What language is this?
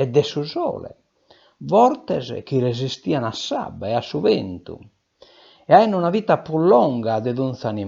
Sardinian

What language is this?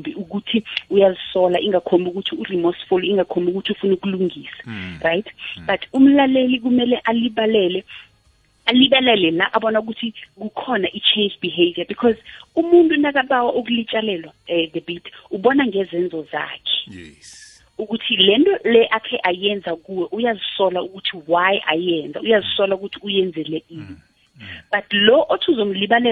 South Ndebele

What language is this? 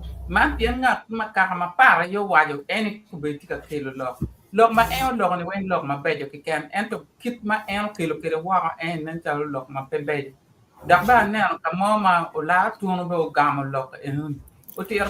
Acoli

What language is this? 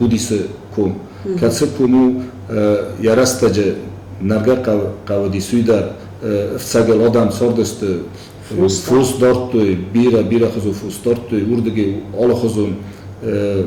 Ossetic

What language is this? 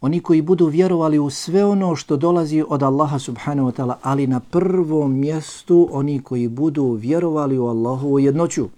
Bosnian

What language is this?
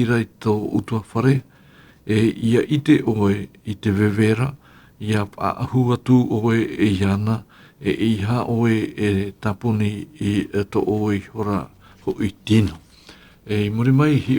Tahitian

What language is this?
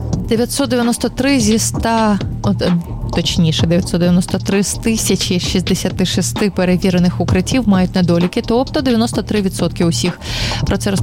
Ukrainian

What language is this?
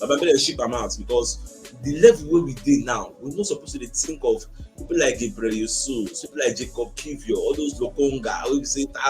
Nigerian Pidgin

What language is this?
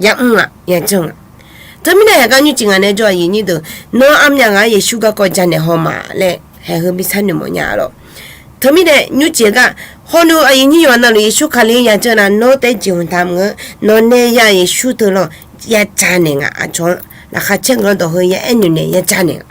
Akha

